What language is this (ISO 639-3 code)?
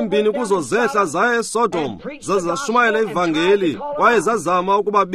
xho